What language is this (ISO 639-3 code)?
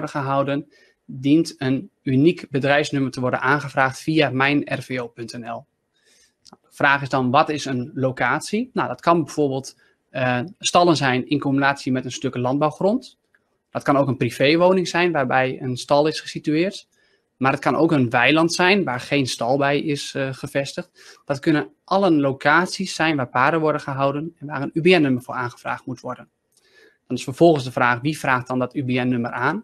nld